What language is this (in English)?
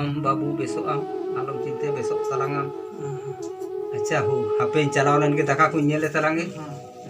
Santali